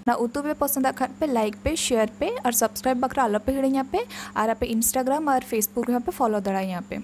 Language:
Santali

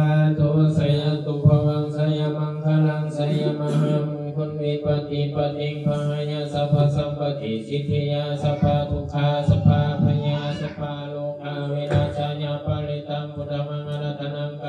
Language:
Pali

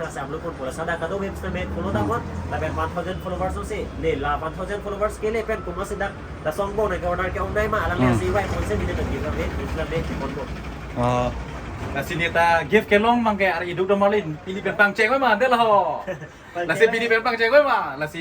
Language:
Karbi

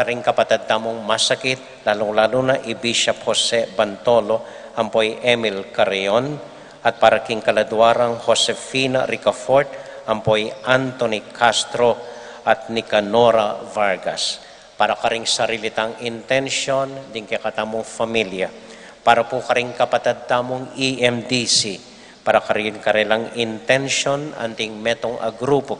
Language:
Pampanga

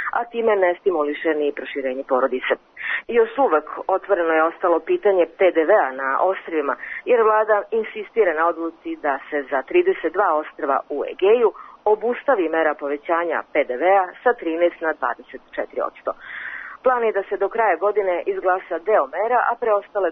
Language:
Serbian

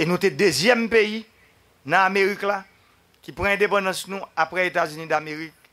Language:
Haitian Creole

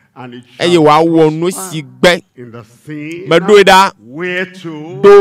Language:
Ewe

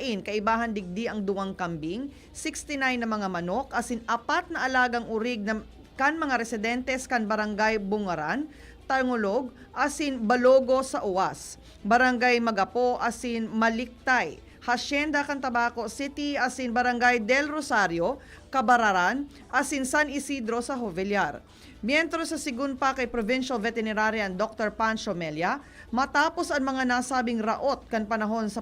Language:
Bikol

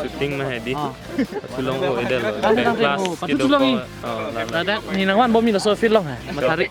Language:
Karbi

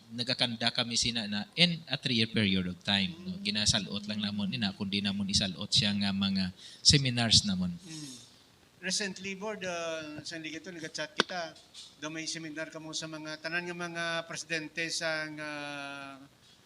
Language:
Hiligaynon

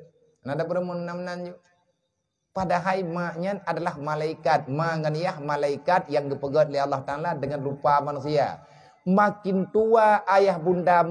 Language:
Achinese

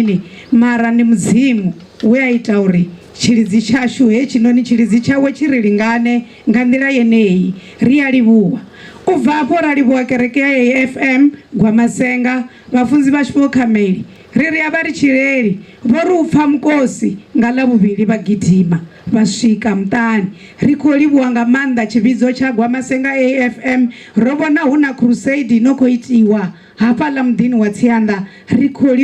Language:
Venda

